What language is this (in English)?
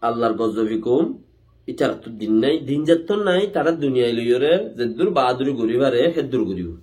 Rohingya